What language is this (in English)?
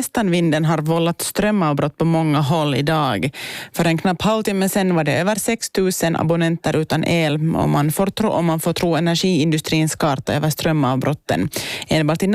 Swedish